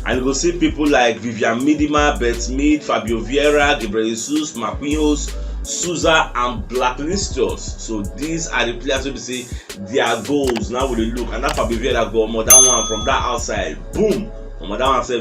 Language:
Nigerian Pidgin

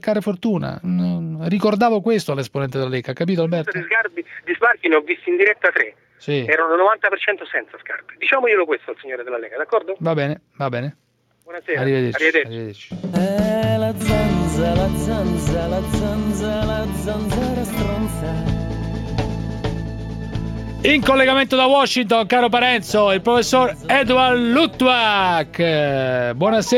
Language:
Italian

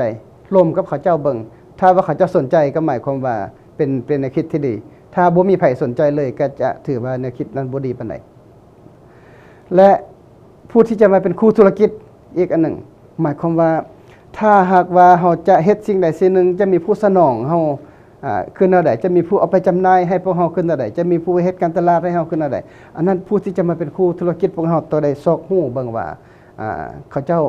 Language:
Lao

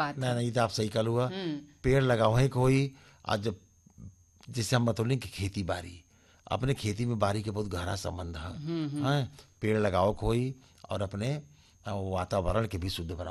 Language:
Bhojpuri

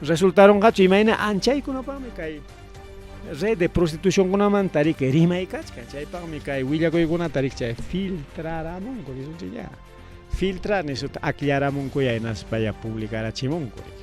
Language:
Ayacucho Quechua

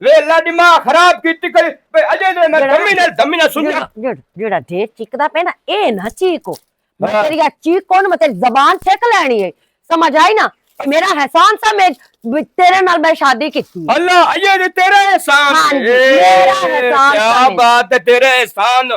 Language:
Western Panjabi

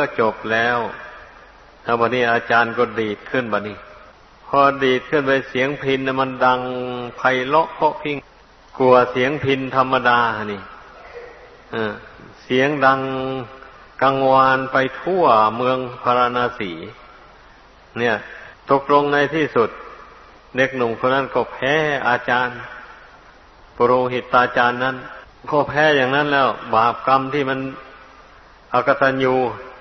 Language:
Thai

